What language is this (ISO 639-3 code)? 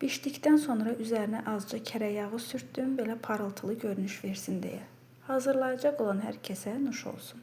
aze